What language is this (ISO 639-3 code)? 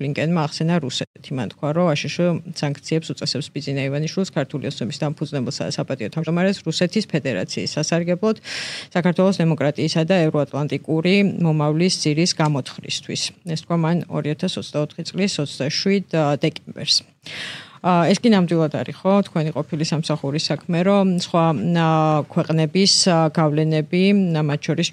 kat